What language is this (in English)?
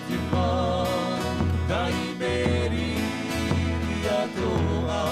Tahitian